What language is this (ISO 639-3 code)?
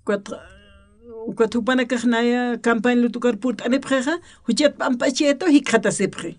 aym